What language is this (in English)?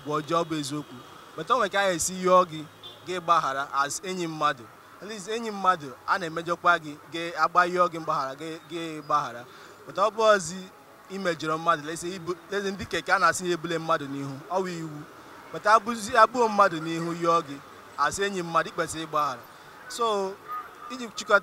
Igbo